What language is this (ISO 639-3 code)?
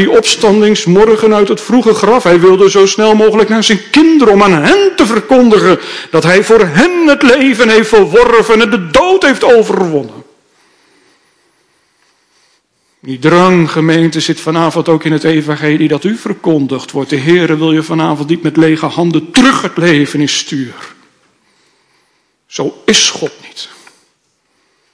nld